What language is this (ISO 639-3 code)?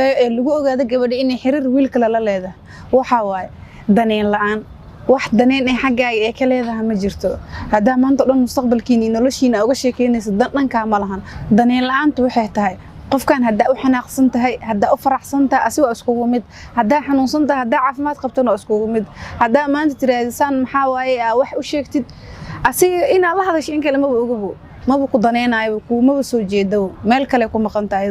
som